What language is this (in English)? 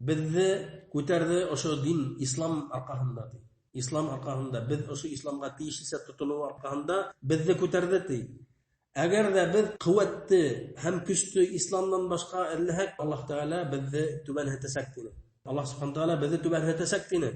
Bashkir